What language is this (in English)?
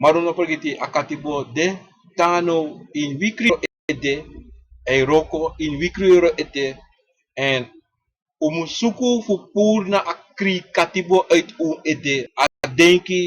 Sranan Tongo